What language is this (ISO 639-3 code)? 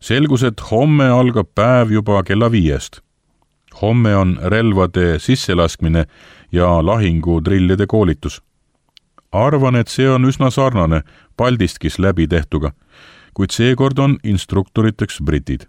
est